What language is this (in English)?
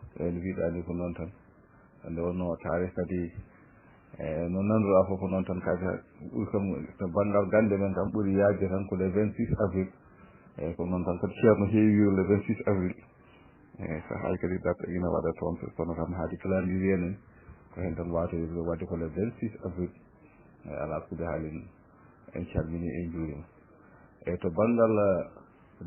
Fula